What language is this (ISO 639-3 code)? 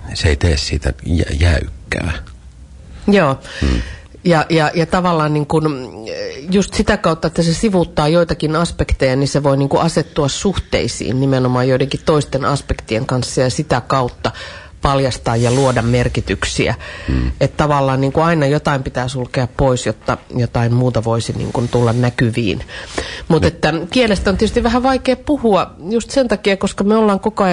fin